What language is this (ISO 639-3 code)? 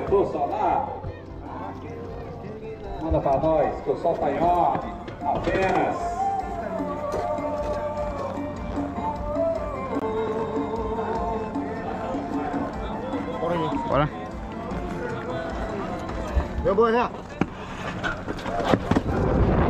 por